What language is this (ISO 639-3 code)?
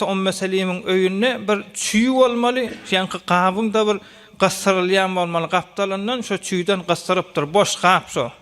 tuk